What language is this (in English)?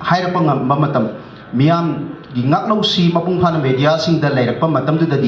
Manipuri